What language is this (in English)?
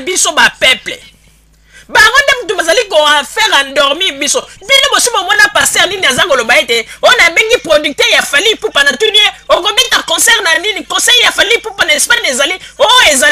Lingala